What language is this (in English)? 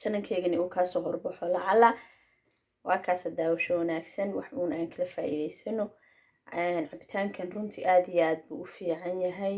Somali